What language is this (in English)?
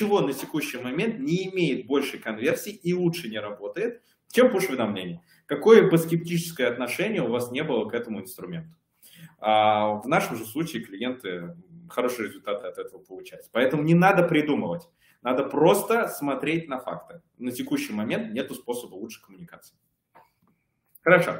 Russian